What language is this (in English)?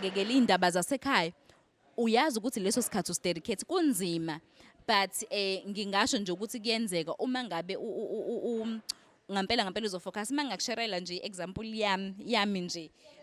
Zulu